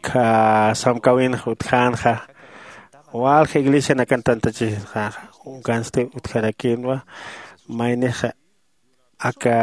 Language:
Aymara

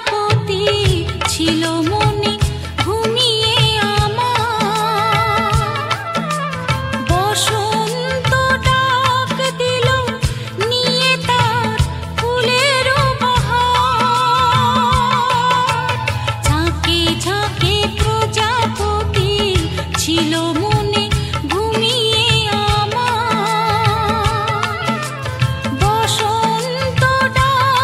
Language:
Bangla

